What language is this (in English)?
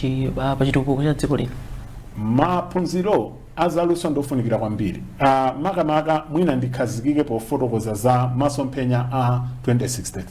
Nyanja